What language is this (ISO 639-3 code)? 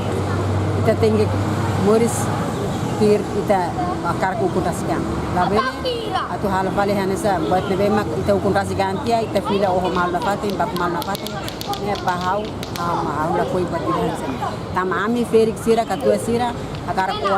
tet